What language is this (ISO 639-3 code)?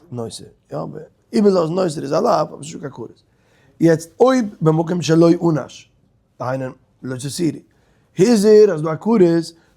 yid